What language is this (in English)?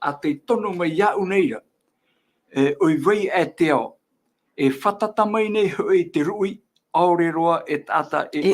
Tahitian